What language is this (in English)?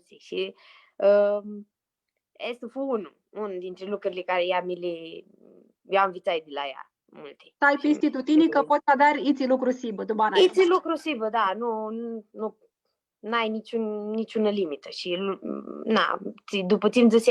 Aromanian